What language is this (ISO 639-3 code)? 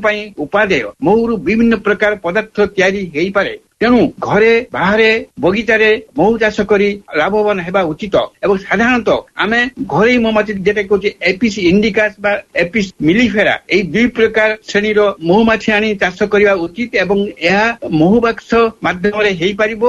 ori